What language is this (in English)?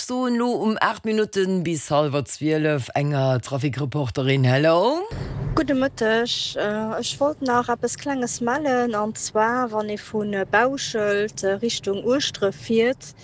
Luxembourgish